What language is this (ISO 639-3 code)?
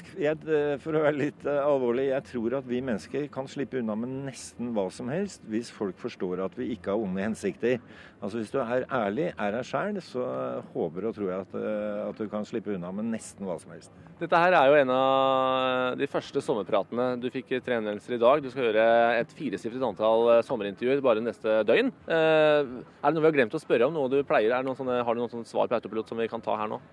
nor